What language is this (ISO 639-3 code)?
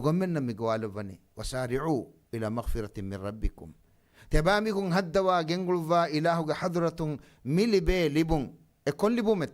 div